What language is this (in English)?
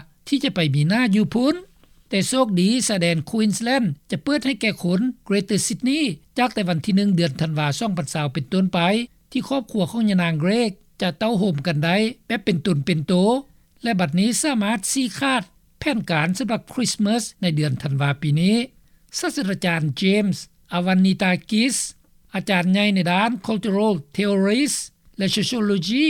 Lao